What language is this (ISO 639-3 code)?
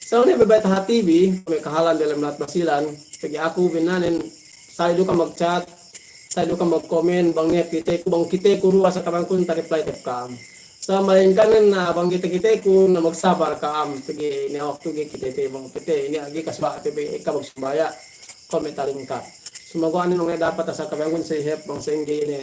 yka